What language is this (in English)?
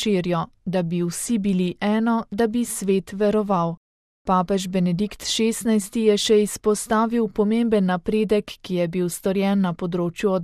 Slovenian